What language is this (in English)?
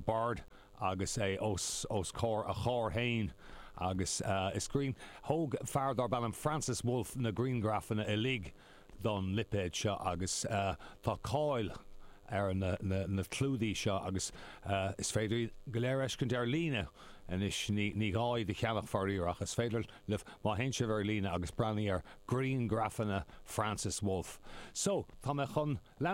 Irish